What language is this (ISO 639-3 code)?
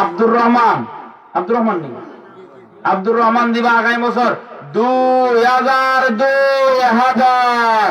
syl